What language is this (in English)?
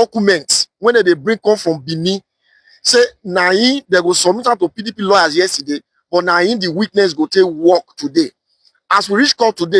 Nigerian Pidgin